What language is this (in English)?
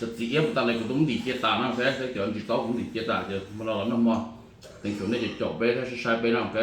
Hmong